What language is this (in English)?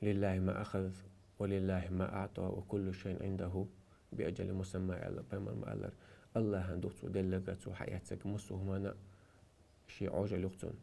Chechen